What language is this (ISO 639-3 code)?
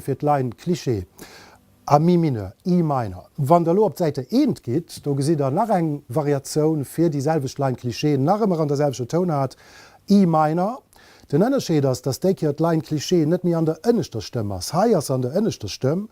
ltz